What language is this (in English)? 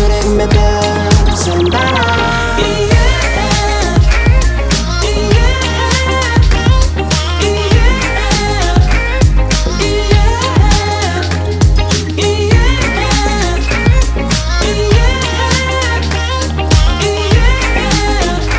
Kazakh